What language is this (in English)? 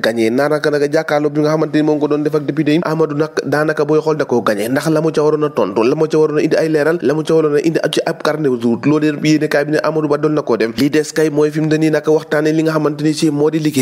Wolof